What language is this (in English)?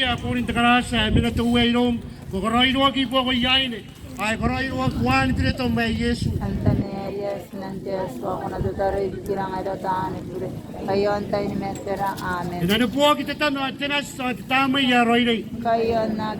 Gilbertese